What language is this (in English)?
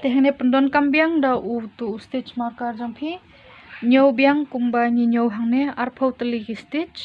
Khasi